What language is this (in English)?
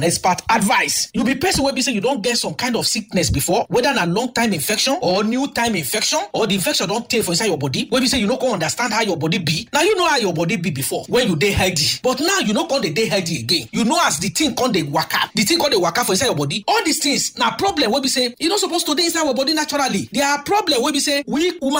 Nigerian Pidgin